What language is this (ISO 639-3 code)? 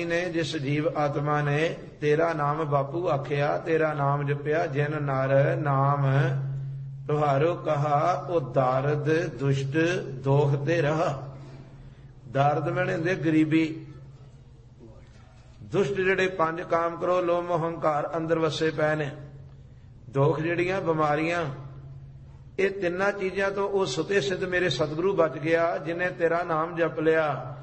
pan